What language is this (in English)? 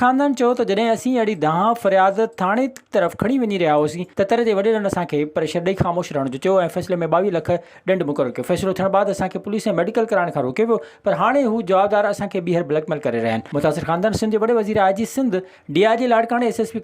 Sindhi